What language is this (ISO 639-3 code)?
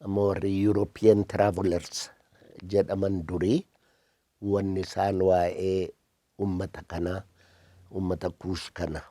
orm